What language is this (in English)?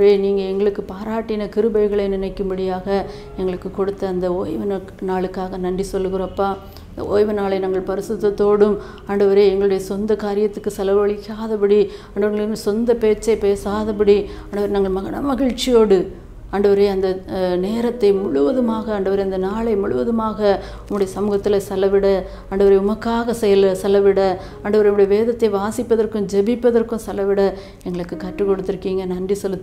Tamil